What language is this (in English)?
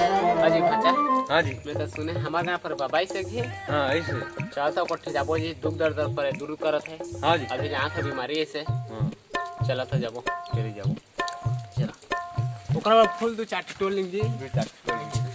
Chhattisgarhi